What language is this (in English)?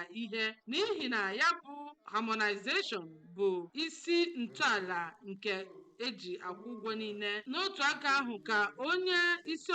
Igbo